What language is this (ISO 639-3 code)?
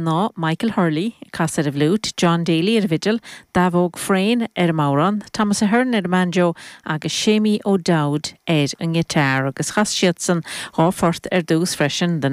gle